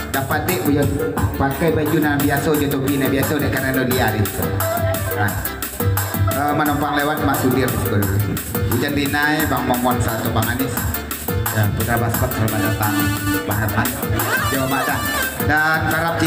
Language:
Minangkabau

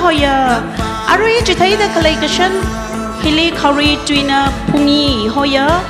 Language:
Tangkhul Naga (India)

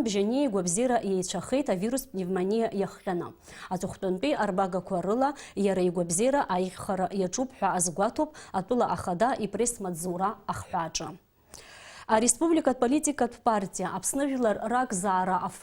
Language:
Abkhazian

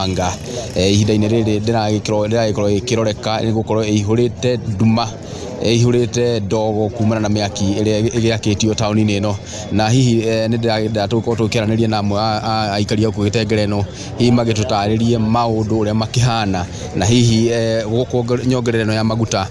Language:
Kikuyu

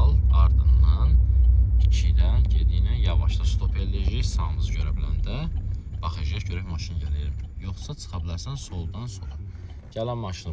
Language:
Azerbaijani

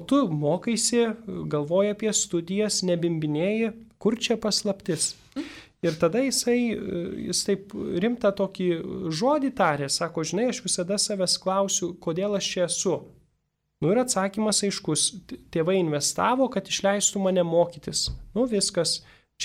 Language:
Lithuanian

